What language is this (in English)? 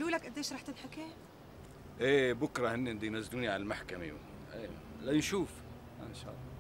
North Levantine Arabic